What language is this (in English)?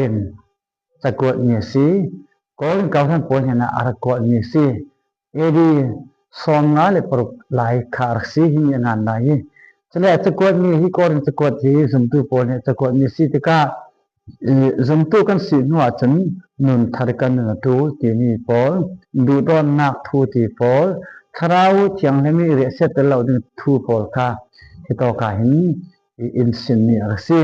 Falam Chin